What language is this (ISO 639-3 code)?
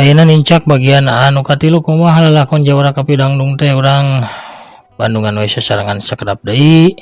sun